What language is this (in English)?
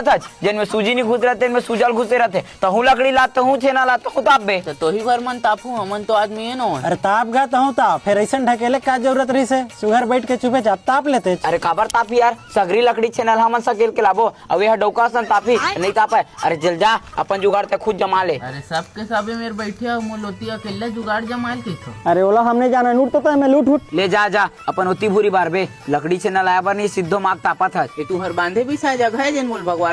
Chhattisgarhi